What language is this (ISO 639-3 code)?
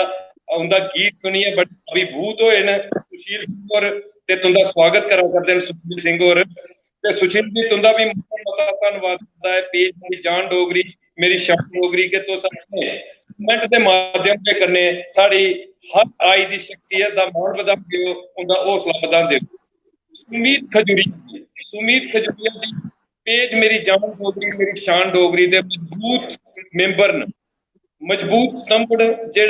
doi